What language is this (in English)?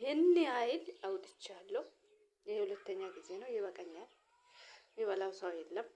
Amharic